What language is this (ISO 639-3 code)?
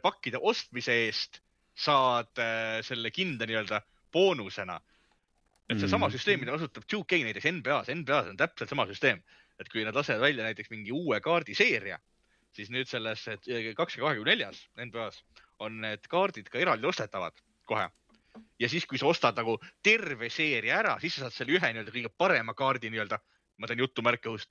est